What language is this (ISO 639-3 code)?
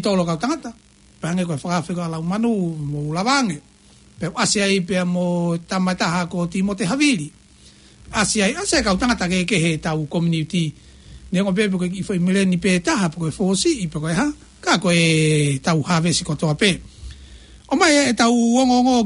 ton